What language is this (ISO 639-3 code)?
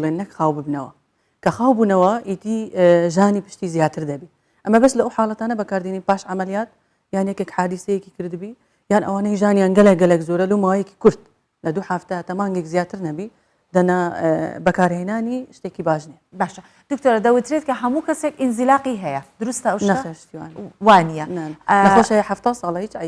ckb